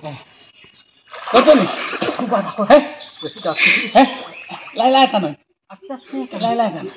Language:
Sylheti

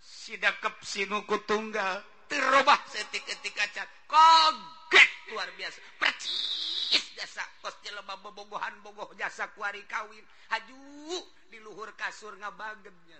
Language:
Sundanese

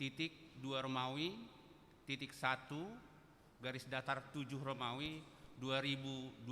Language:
Batak Simalungun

